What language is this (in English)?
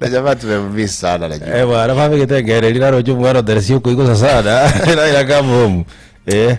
Gusii